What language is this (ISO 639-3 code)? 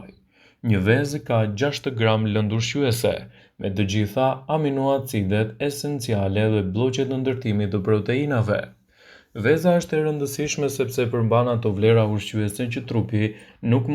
sqi